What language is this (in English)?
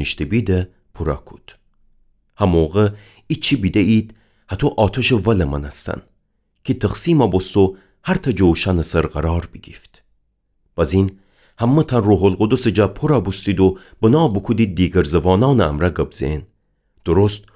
Gilaki